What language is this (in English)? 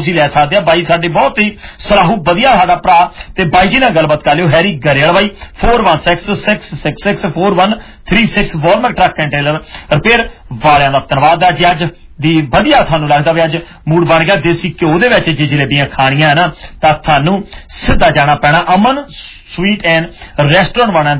Punjabi